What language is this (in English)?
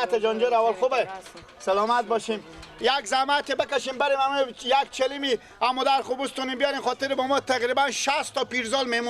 Persian